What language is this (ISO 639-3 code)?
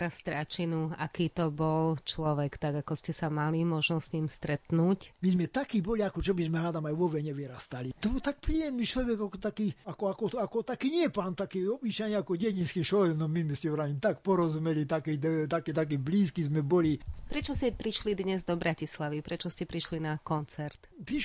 slk